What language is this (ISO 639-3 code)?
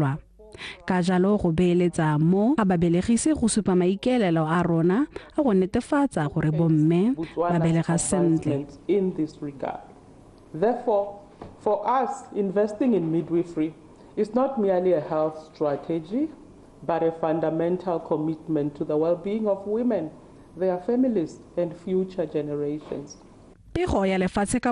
tsn